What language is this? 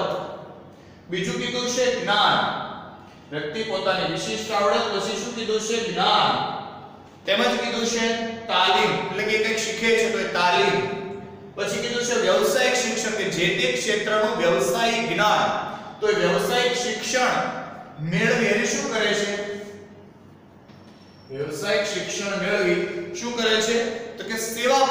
Gujarati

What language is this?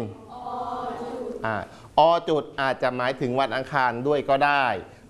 Thai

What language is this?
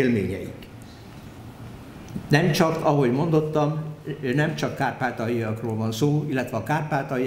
Hungarian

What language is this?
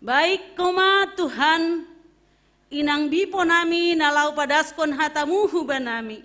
Batak Simalungun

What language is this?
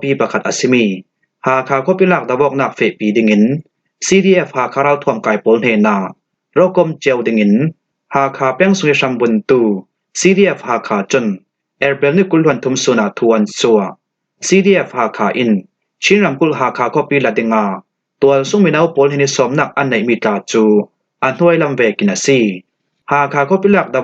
Falam Chin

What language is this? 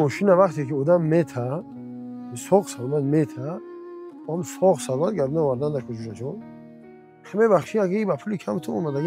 Tajik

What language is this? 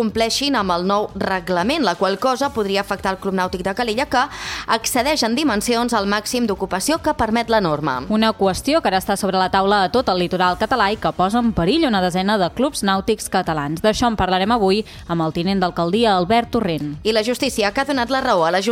Catalan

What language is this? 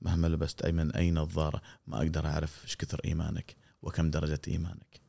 Gulf Arabic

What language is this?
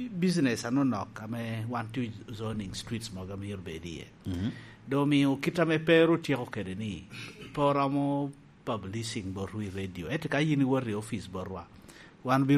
Lango (Uganda)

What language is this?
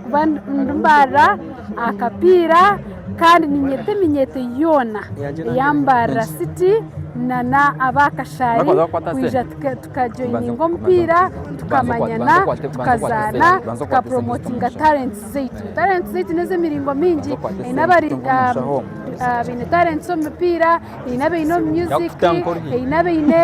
Nyankole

